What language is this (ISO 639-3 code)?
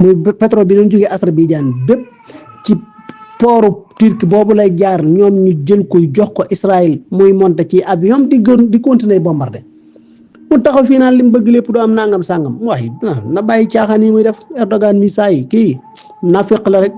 wol